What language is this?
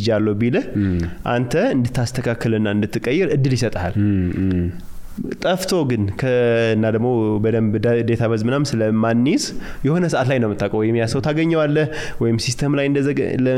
Amharic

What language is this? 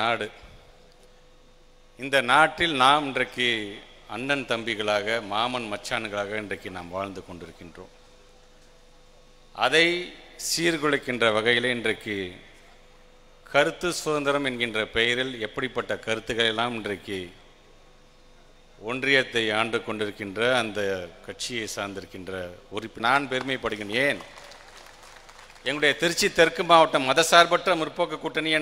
Tamil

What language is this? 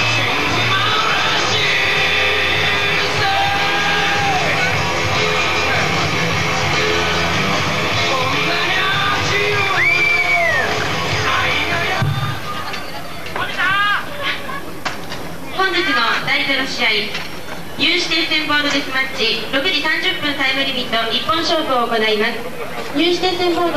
Japanese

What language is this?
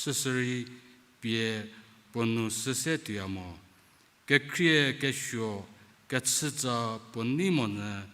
Angami Naga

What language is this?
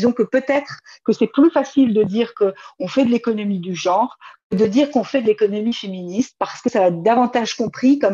French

